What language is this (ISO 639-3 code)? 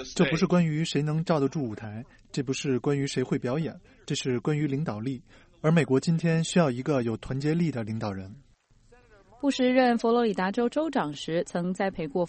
zho